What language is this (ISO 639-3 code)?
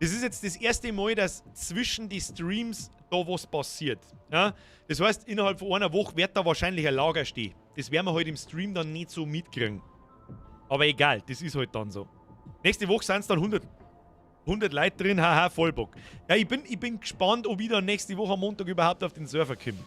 bar